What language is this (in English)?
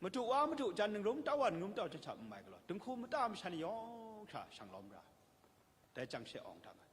Kachin